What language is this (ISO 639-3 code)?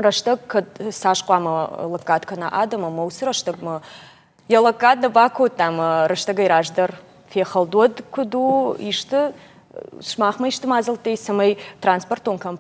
oss